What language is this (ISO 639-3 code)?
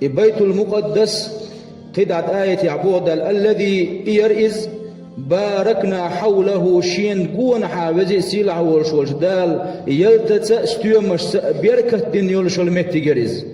che